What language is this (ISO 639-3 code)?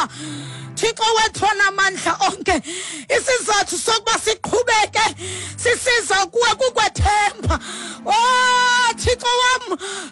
xho